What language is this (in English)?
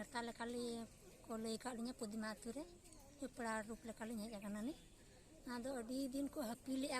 Santali